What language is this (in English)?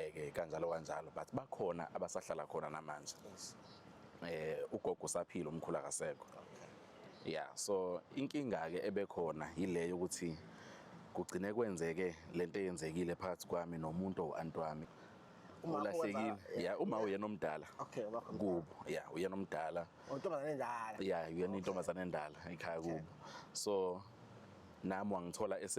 Zulu